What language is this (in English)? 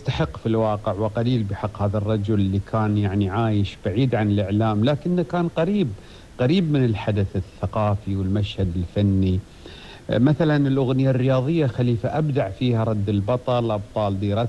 Gulf Arabic